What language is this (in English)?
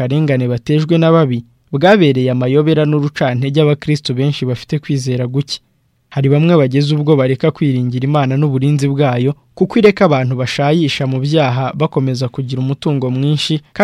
Kinyarwanda